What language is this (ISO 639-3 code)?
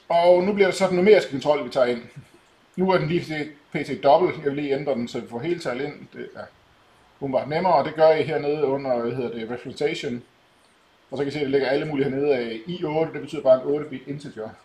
dan